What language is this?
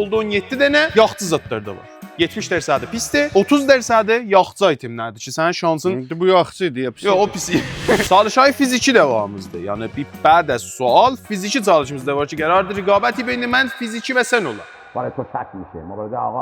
South Azerbaijani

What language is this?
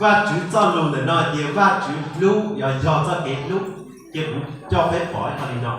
Hmong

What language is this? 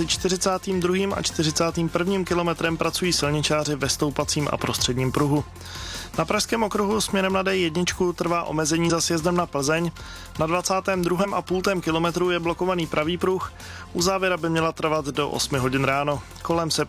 Czech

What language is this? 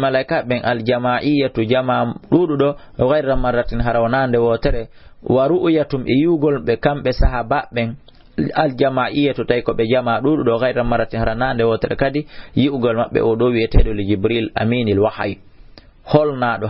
Fula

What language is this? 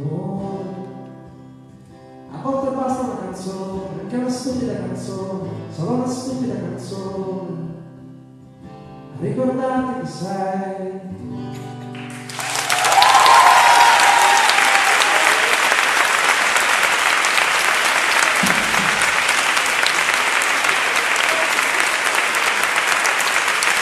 Italian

